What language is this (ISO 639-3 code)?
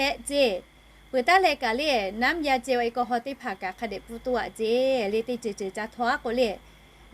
lhu